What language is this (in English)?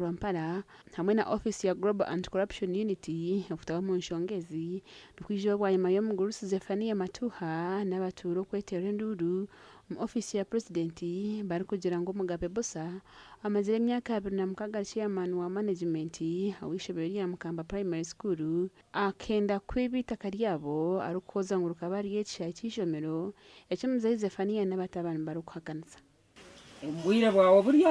Nyankole